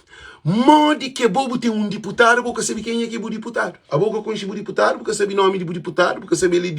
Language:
Kabuverdianu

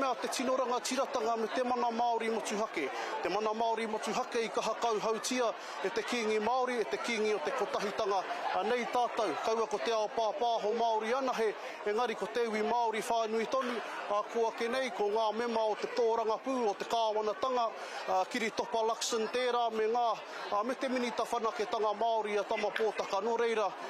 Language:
Māori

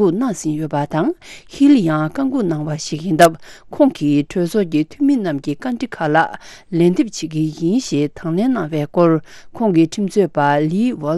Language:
Tibetan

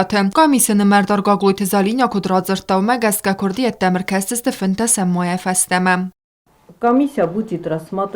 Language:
Ossetic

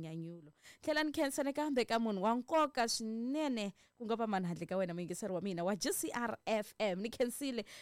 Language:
Tsonga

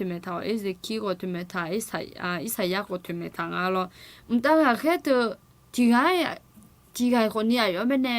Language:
Akha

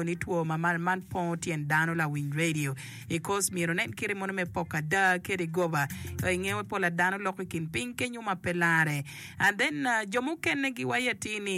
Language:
Acoli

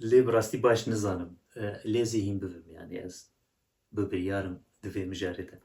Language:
Kurdish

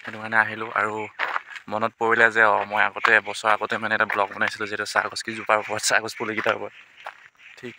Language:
Assamese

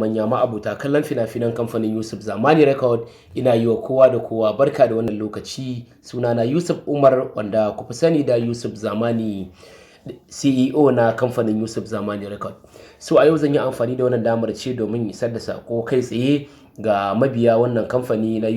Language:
Hausa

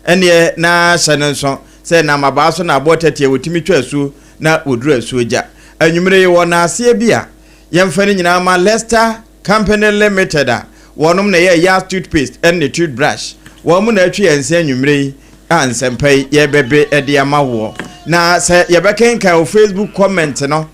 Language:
Akan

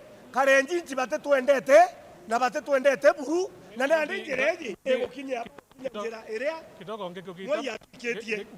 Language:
Meru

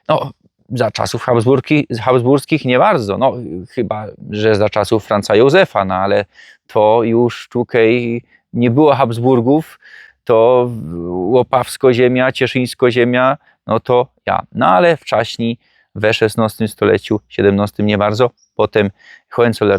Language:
Silesian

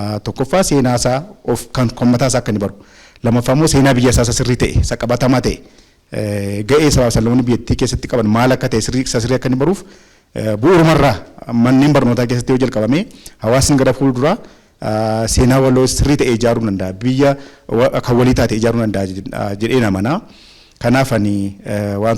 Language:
Oromo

